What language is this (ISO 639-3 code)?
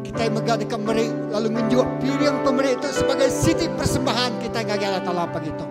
iba